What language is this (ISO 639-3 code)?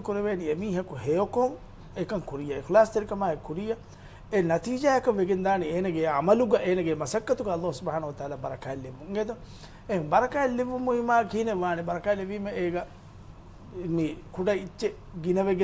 div